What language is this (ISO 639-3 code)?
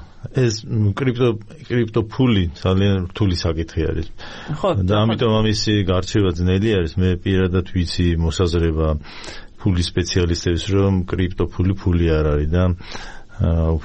kat